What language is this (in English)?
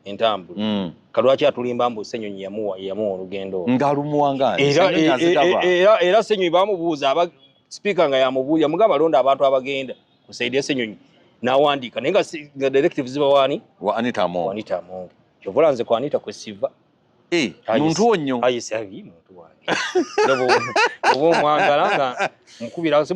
Ganda